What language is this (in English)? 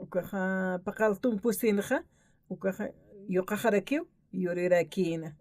Aymara